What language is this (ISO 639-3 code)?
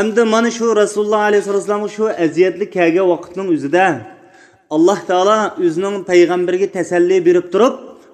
uig